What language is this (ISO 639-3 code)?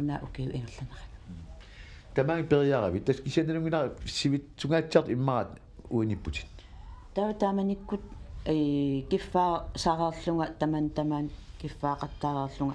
kal